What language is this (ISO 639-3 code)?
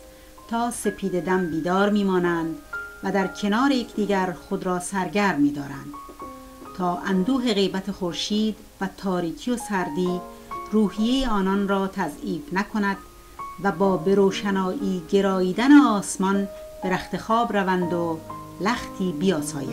fas